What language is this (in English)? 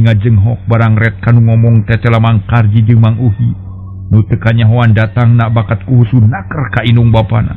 Sundanese